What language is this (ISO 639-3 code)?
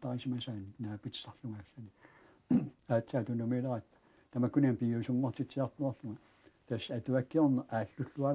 kal